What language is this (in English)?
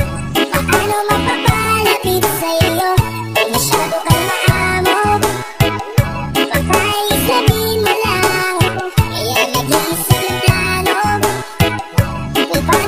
Filipino